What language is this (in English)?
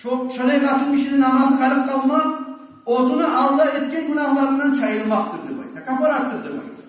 Kumyk